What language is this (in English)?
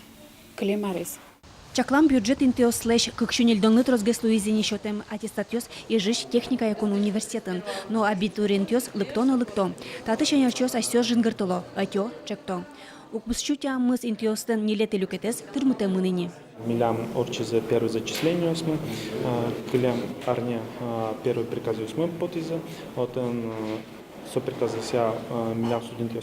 Udmurt